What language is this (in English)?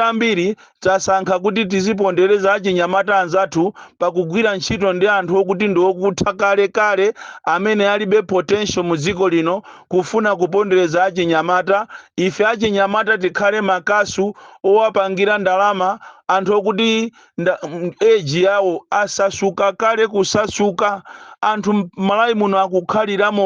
Nyanja